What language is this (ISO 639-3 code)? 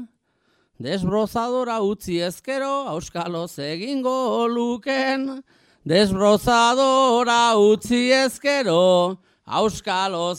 eus